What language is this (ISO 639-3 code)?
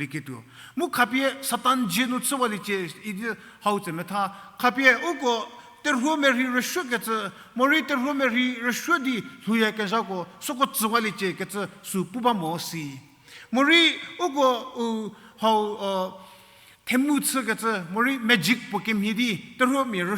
njm